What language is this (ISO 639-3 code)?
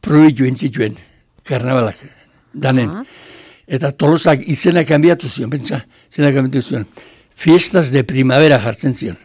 eus